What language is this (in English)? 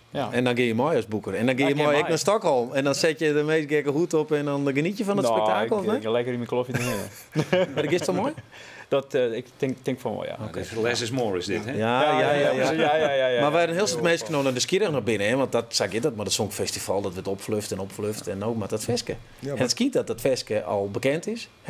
Western Frisian